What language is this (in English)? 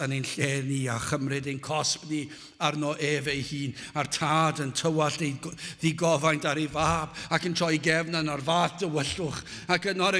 Welsh